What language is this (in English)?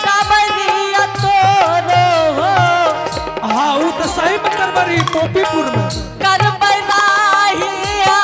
Angika